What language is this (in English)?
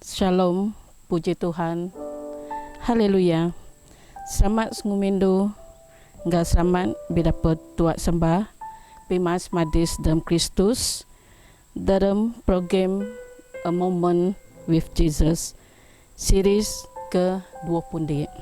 Biatah Bidayuh